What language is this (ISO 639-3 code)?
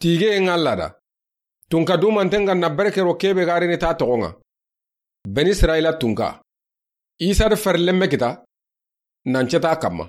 snk